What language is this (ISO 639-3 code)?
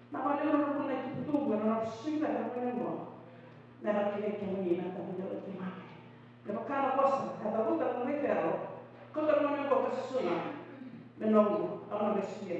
fij